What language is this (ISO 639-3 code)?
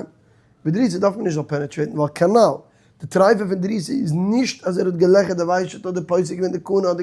yid